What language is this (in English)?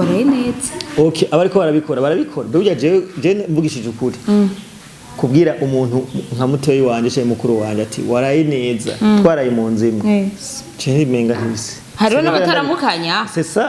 Rundi